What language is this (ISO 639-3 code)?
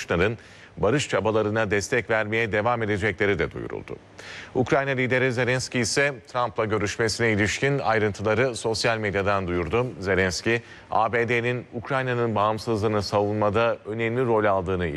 tur